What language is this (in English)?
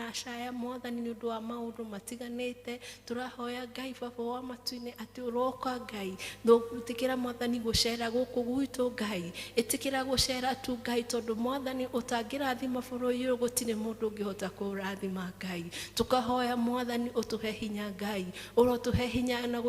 Kikuyu